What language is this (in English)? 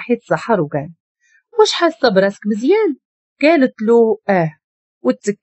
Moroccan Arabic